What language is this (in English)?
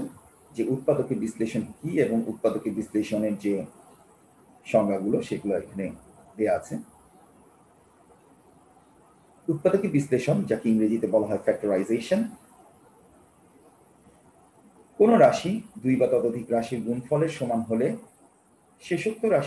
Bangla